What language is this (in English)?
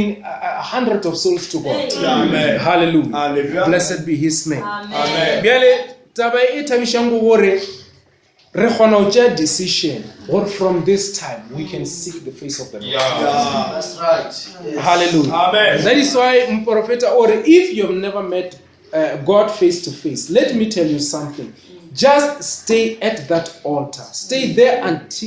Northern Sotho